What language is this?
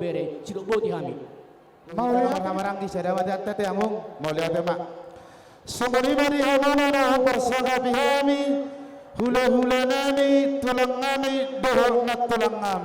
Batak Toba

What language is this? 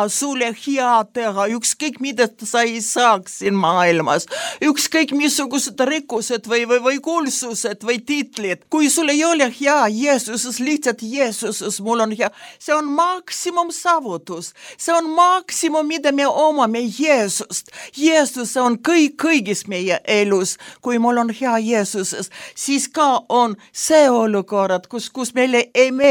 Estonian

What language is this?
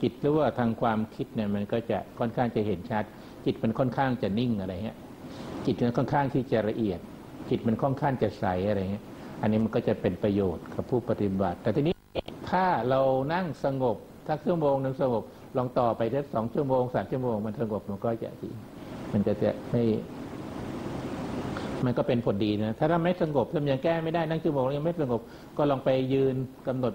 Thai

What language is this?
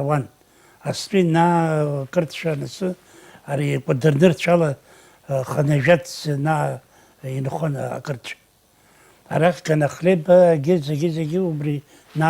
Abkhazian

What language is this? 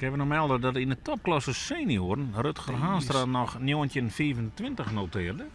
Western Frisian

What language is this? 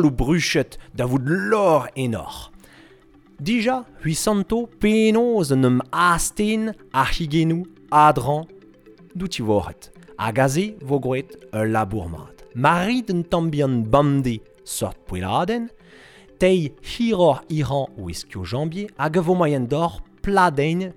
Breton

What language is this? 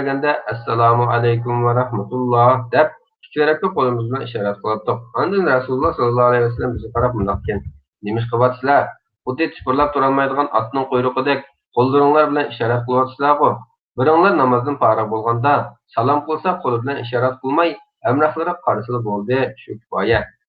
Uyghur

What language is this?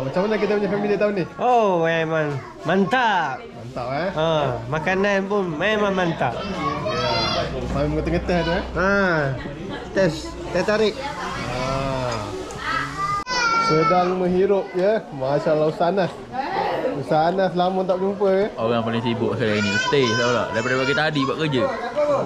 Malay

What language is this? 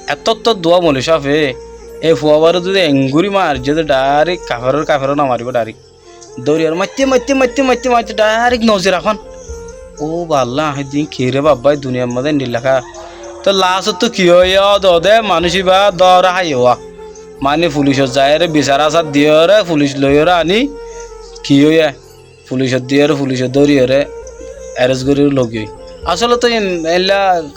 Rohingya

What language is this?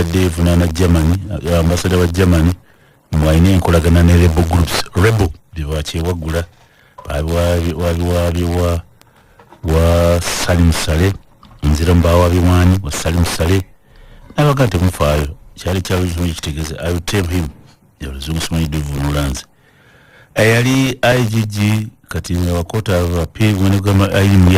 Ganda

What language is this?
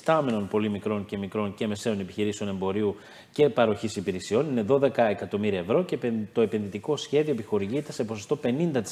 Greek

